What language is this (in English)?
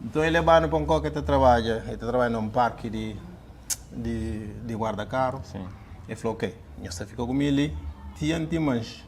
Kabuverdianu